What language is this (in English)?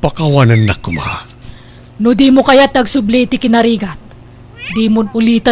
Iloko